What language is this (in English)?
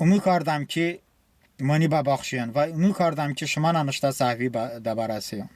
Talysh